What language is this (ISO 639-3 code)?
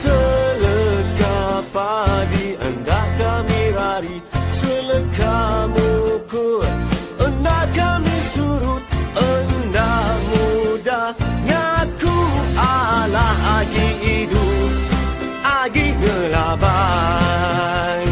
iba